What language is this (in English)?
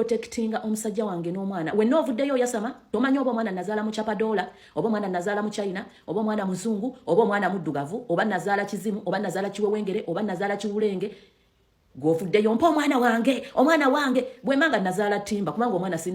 Ganda